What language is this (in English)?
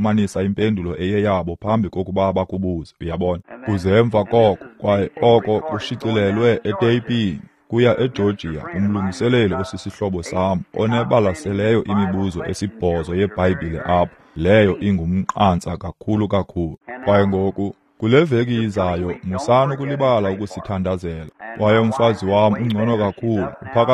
Xhosa